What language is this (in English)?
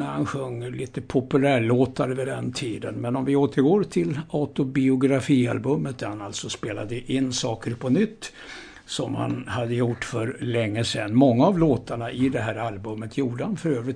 Swedish